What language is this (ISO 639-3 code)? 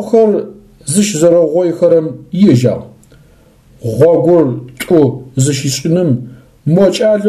ady